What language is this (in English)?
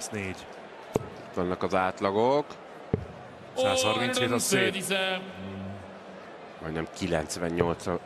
Hungarian